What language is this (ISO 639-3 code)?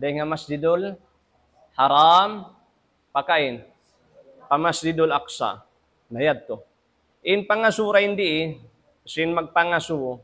tsg